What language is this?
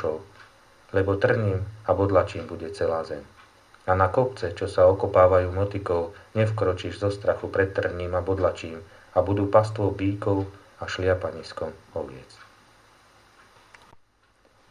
Slovak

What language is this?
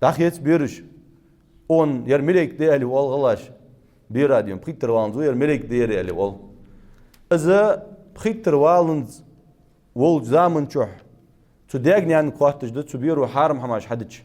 Ingush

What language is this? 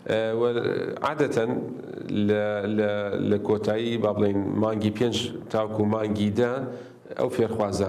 Central Kurdish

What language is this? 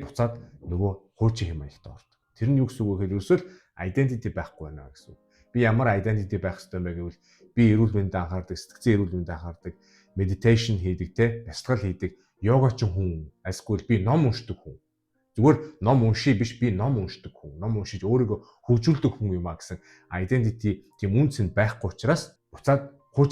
Mongolian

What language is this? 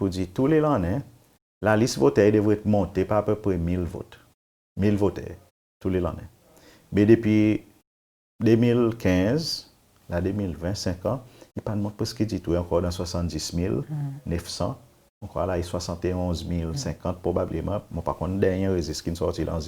Seselwa Creole French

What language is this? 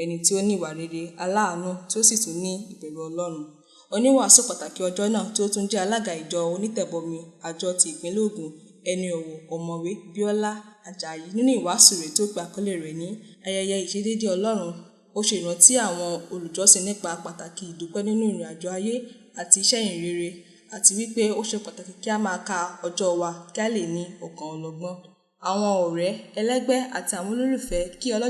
Yoruba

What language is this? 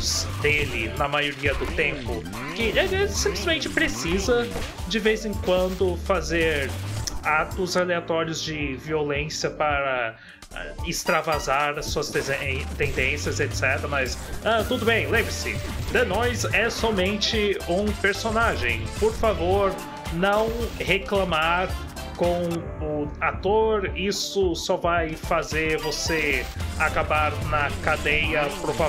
Portuguese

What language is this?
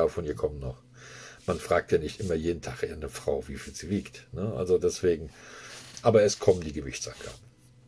German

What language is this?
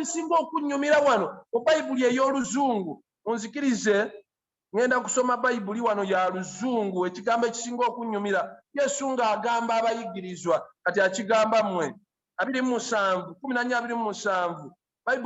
Ganda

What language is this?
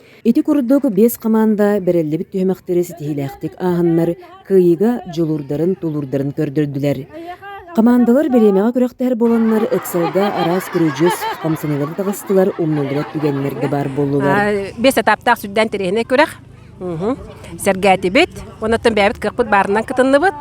Yakut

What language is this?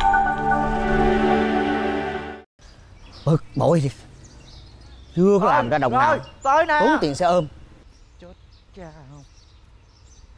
Vietnamese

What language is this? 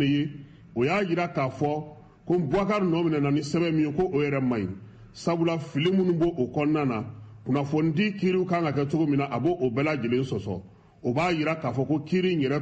Bambara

